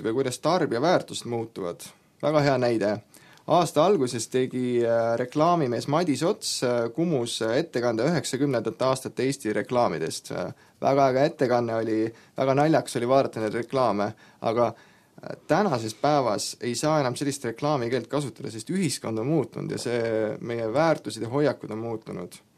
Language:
Estonian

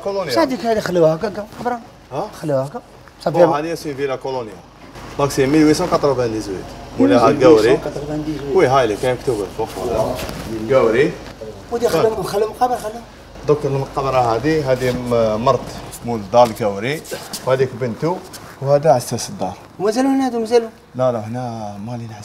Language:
Algerian Arabic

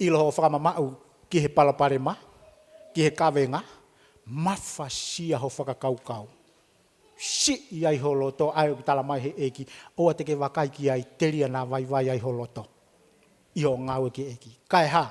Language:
Tongan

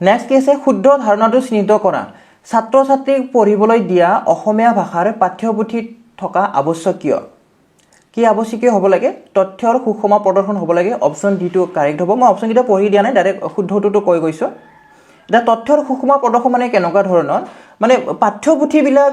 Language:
Assamese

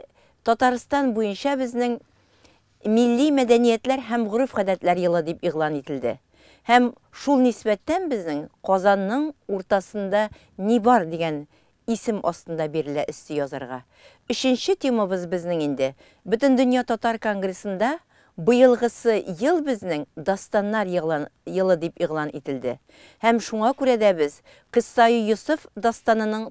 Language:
Tatar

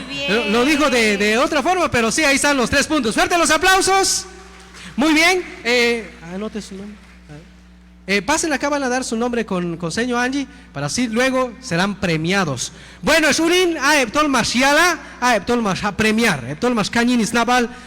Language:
Q'anjob'al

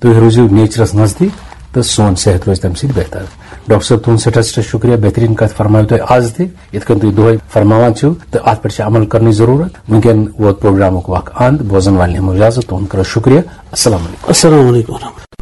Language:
Kashmiri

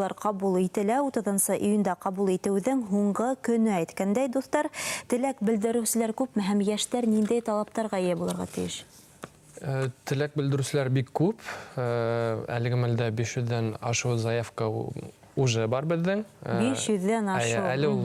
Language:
Bashkir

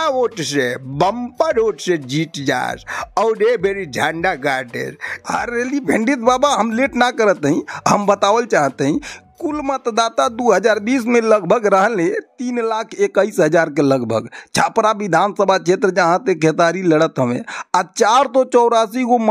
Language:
Bhojpuri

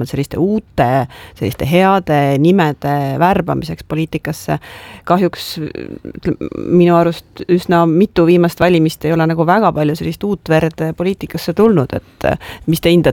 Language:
Estonian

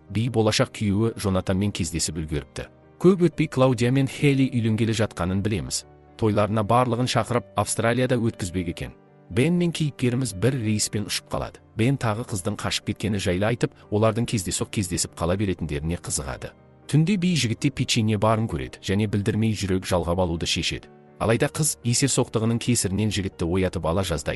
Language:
Kazakh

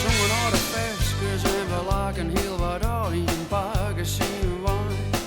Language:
Western Frisian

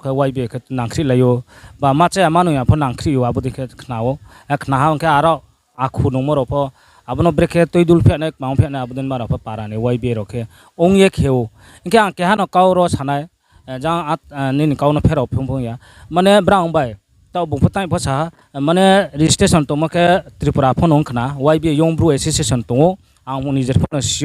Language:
Riang (India)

